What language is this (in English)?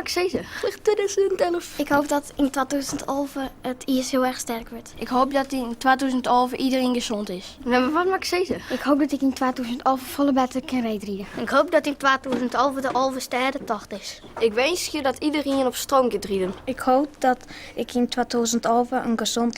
Western Frisian